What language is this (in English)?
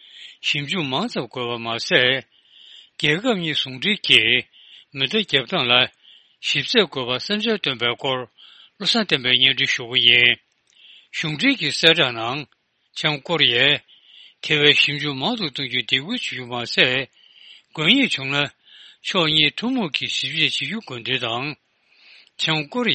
Tibetan